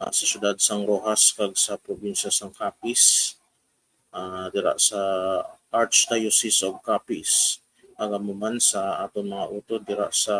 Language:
Hiligaynon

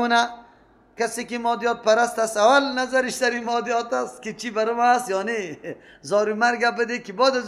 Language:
Persian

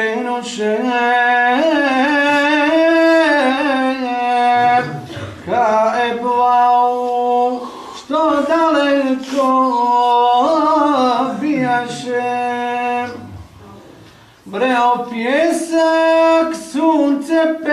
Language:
Bosnian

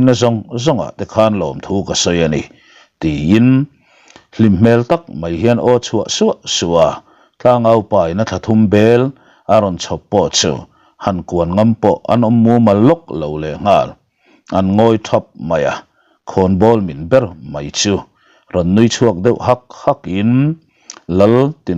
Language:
Mizo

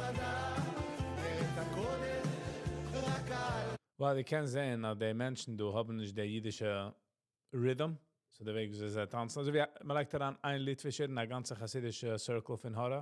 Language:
Yiddish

